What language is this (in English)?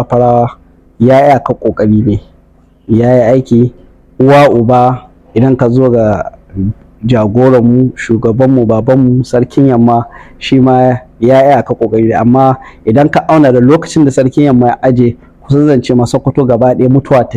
Hausa